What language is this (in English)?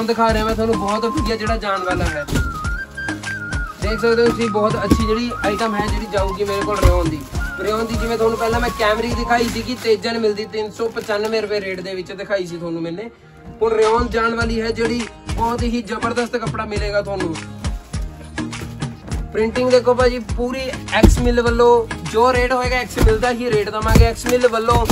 Punjabi